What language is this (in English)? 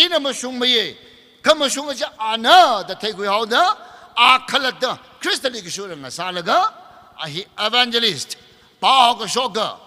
Tangkhul Naga (India)